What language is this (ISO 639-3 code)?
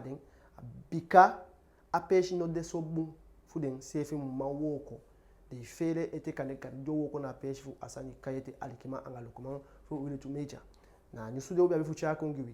djk